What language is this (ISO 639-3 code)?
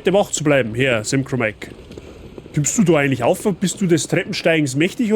bar